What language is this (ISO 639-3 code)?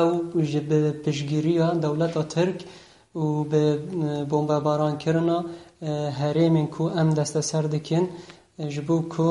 kur